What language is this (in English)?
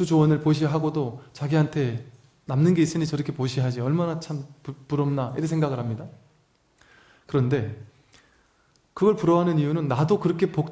Korean